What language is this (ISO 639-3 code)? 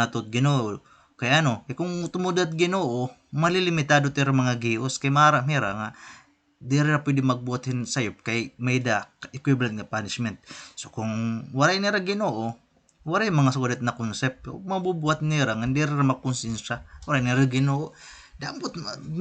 war